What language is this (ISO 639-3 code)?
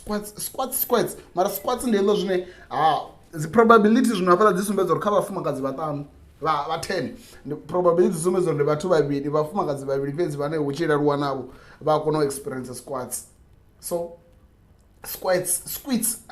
ven